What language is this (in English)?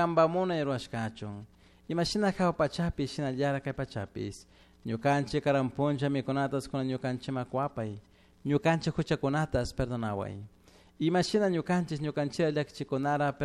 Chimborazo Highland Quichua